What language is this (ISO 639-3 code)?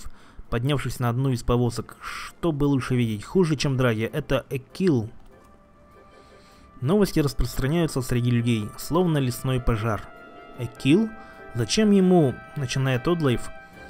rus